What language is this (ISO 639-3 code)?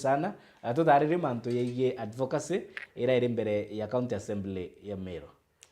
mer